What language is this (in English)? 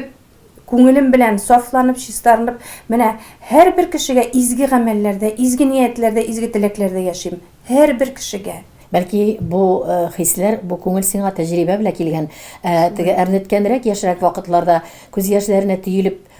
Tatar